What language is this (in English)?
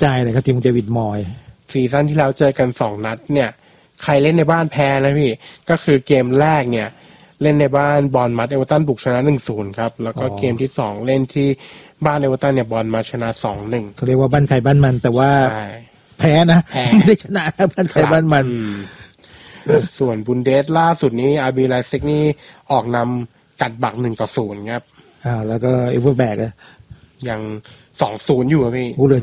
Thai